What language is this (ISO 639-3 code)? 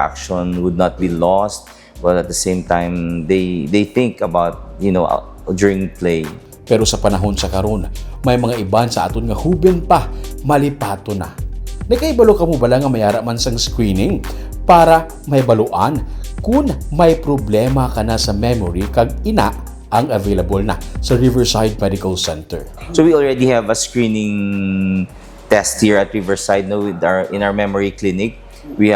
hil